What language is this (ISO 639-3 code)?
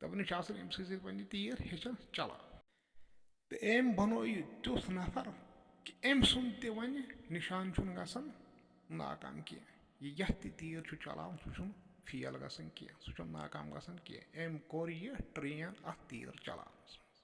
kas